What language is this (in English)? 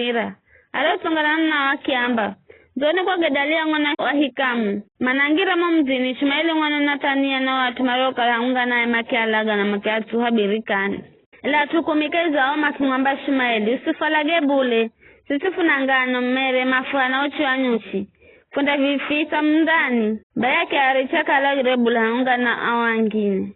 Giryama